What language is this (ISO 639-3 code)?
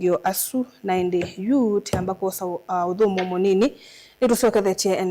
kam